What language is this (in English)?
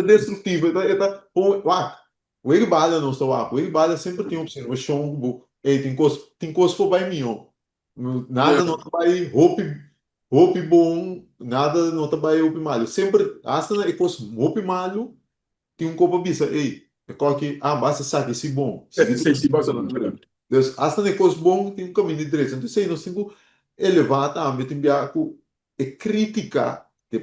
Papiamento